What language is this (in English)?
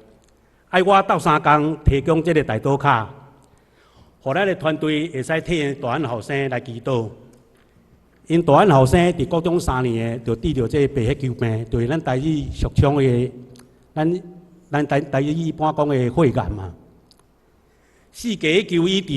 Min Nan Chinese